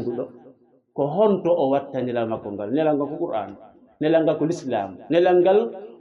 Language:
Fula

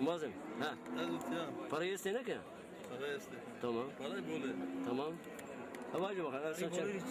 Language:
Zaza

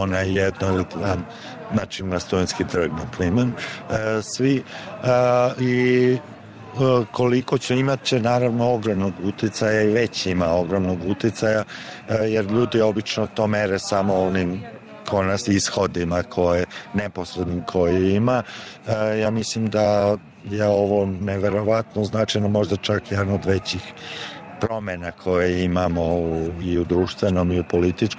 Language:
Serbian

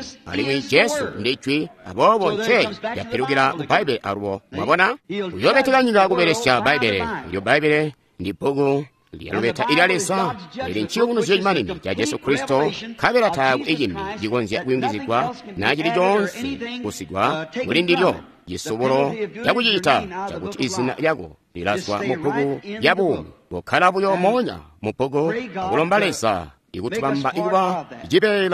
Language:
Tonga (Zambia)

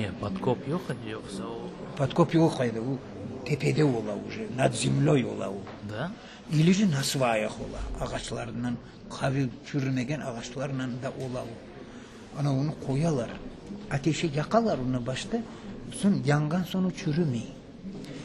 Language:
Crimean Tatar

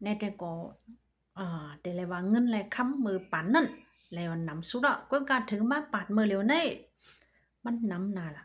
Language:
Shan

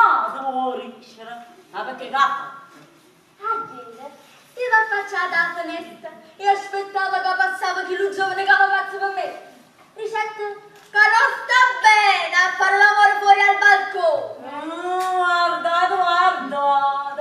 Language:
Neapolitan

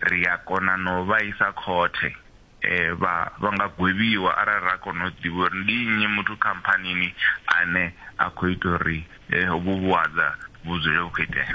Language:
Venda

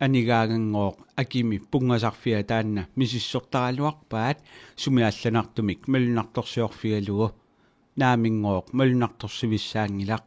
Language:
Kalaallisut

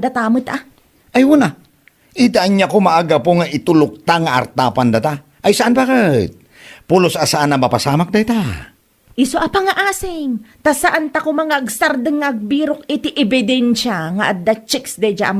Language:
Iloko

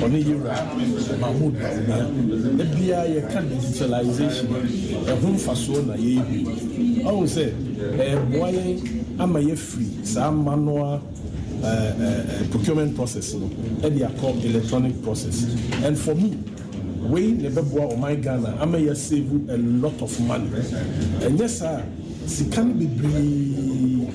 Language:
Akan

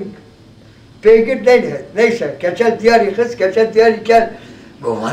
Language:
Kurdish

